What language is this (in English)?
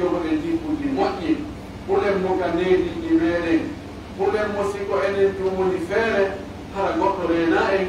Pular